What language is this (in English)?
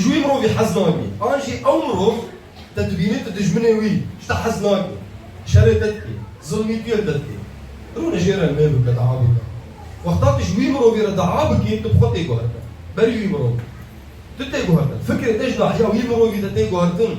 Kurdish